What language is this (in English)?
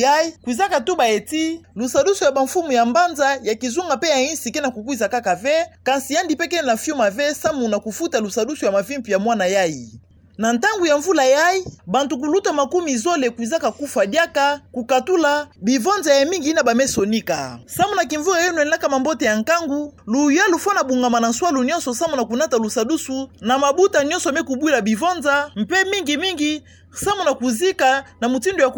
Kituba (Democratic Republic of Congo)